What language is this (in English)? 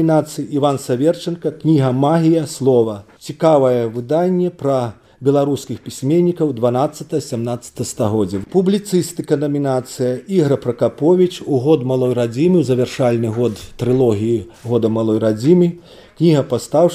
Belarusian